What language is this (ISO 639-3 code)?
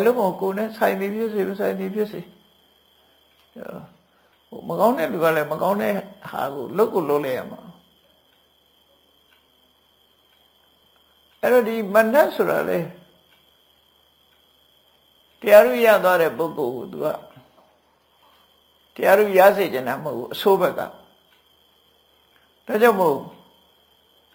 mya